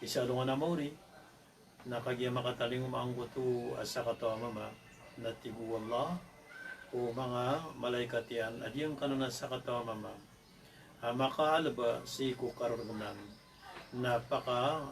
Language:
Maranao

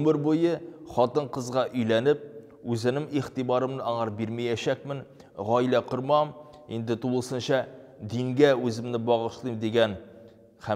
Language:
Tatar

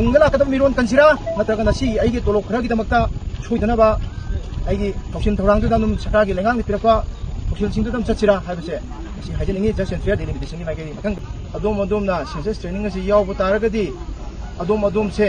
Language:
Manipuri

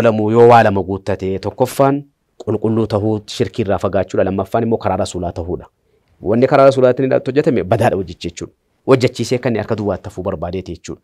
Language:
Oromo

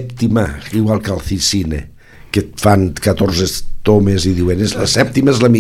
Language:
Catalan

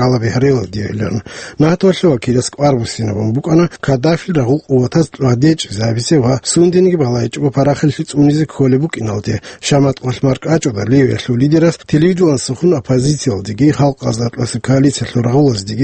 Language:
Avaric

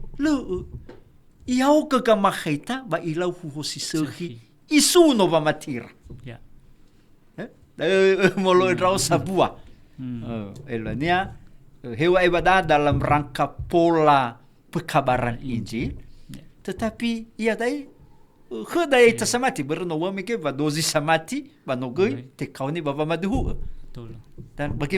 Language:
Nias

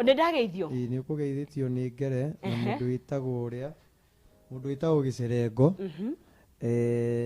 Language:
Kikuyu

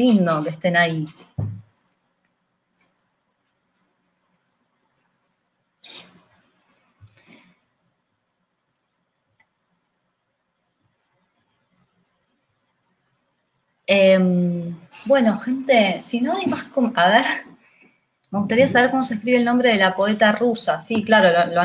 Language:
Spanish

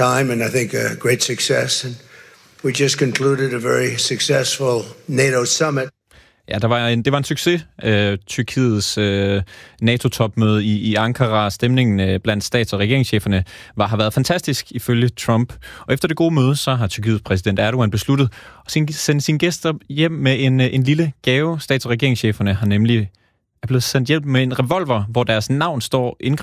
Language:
Danish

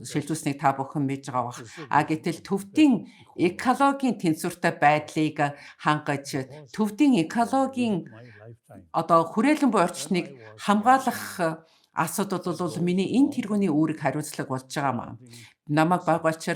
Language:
Mongolian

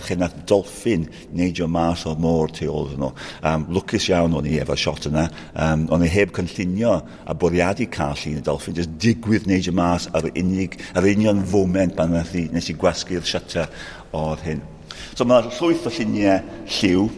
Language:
Welsh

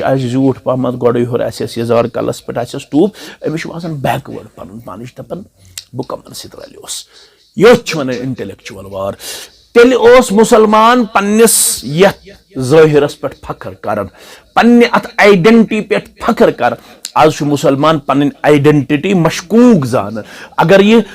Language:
Kashmiri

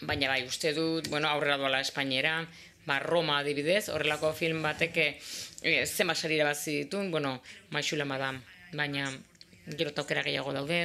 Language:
Basque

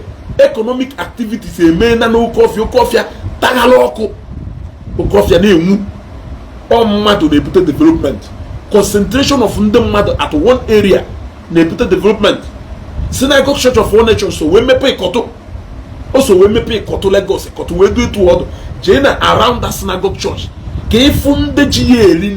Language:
Igbo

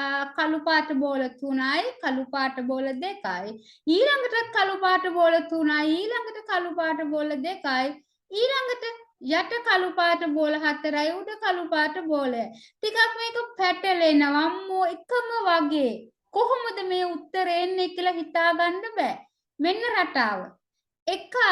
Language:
Sinhala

